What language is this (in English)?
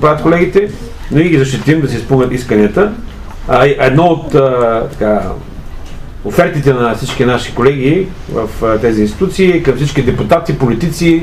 Bulgarian